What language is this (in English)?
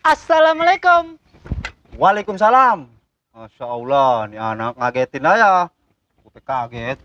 Betawi